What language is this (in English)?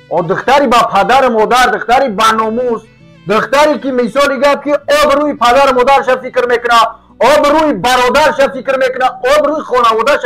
Tajik